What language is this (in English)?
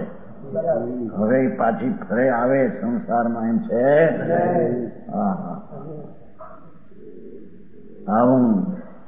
Gujarati